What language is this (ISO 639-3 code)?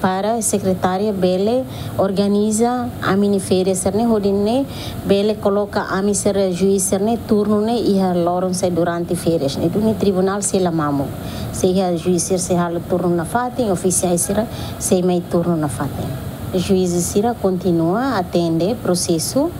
tet